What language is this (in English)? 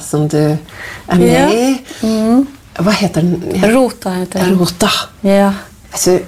Norwegian